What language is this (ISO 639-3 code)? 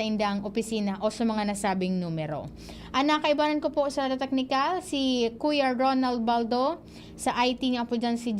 bik